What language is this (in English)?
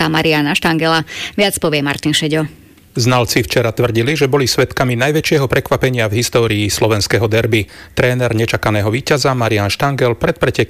Slovak